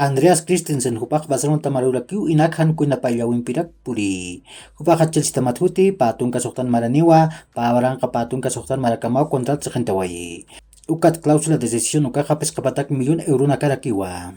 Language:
Aymara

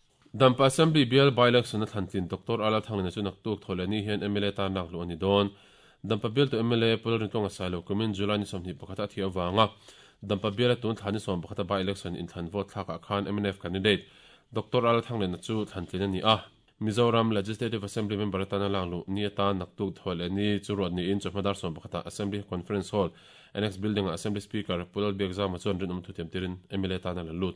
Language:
Mizo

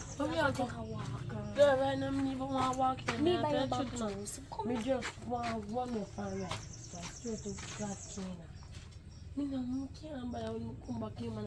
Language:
Jamaican Creole English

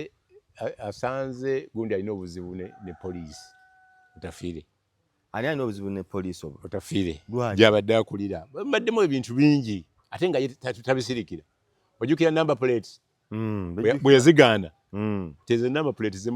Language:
Ganda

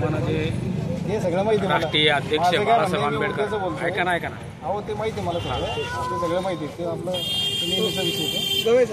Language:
Marathi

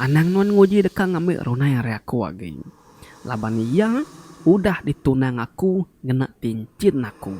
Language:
Iban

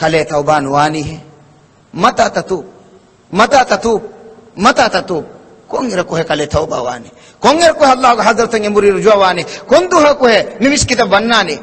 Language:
Divehi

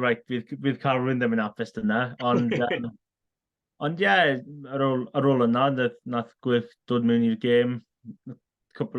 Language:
Welsh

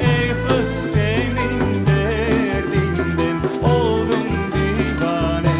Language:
Crimean Tatar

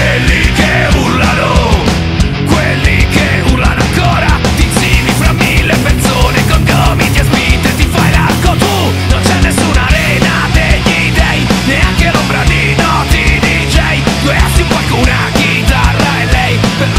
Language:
Italian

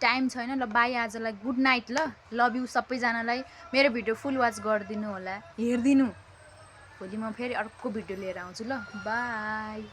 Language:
Nepali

